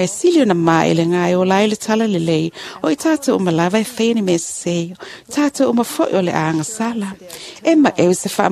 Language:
Samoan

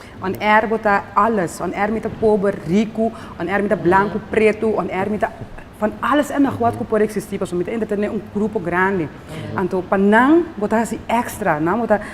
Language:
Papiamento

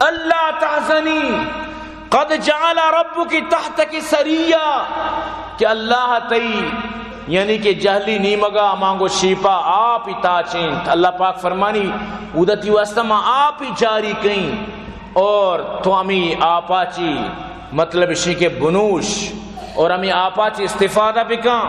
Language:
Baluchi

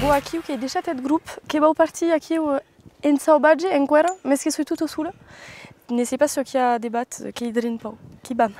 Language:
Occitan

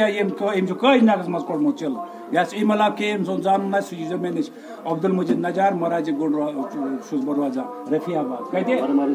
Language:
Kashmiri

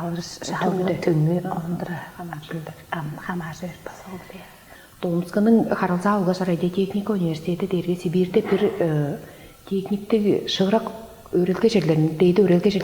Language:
Tuvinian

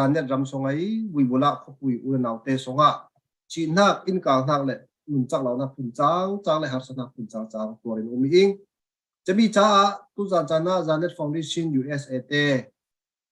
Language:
Falam Chin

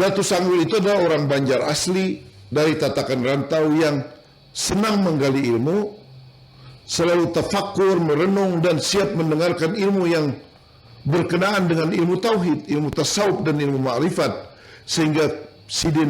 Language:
Banjar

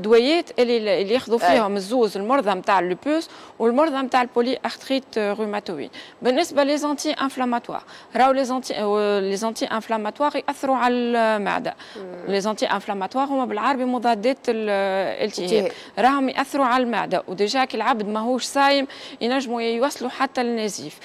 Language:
Tunisian Arabic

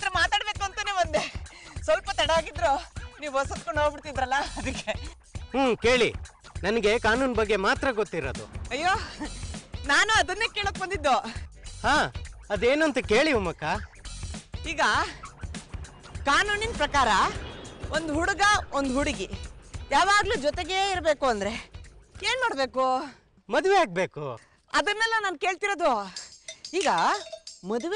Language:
Kannada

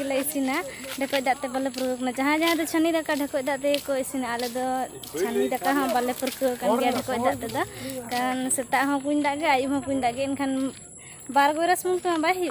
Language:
Santali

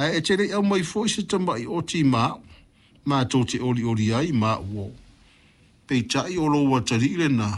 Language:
Samoan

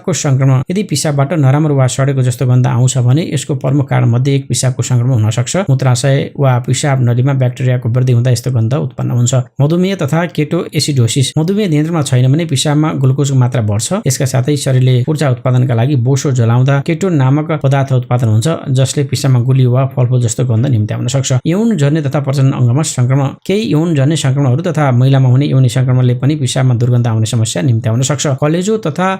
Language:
Nepali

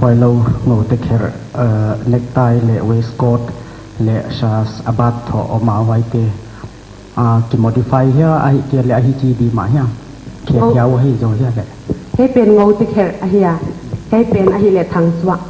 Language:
Paite Chin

